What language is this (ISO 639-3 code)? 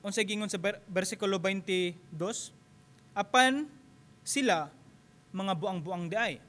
ceb